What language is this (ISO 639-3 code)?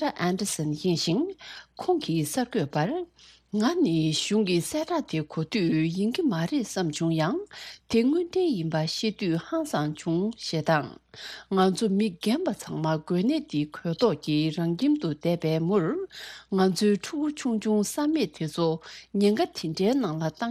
bod